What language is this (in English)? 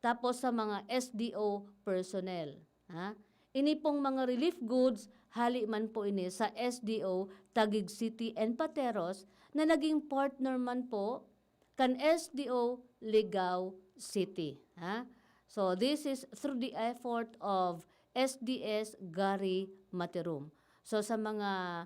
Bikol